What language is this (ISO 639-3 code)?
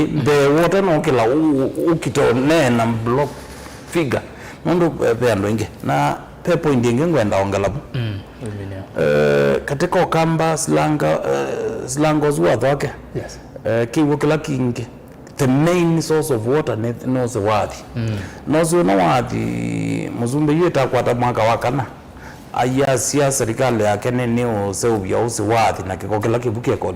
kam